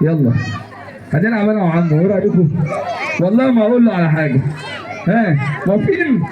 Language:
Egyptian Arabic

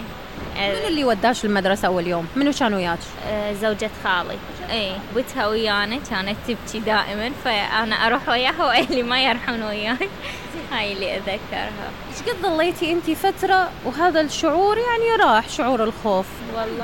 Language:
Mesopotamian Arabic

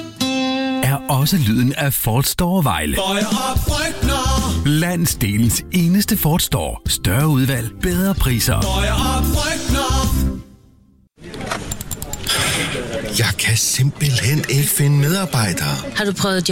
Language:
Danish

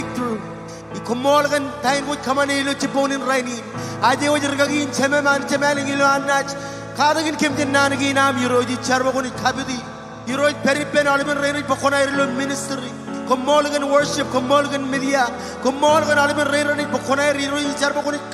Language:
Marshallese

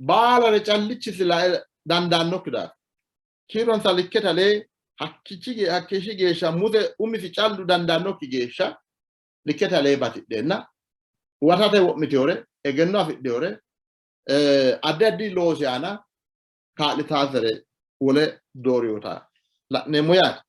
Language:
Sidamo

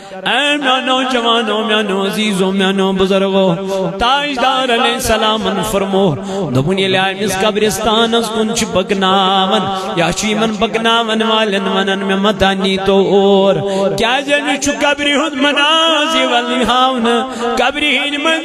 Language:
Kashmiri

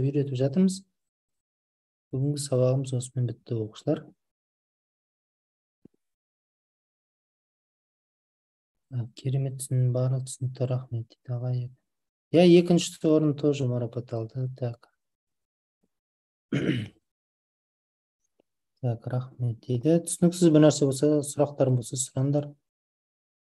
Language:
Kazakh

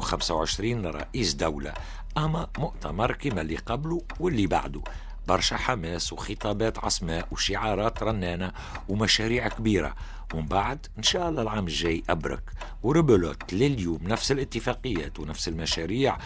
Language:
Tunisian Arabic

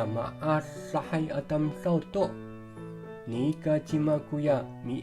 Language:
Amis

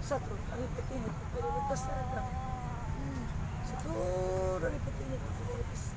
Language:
Cebuano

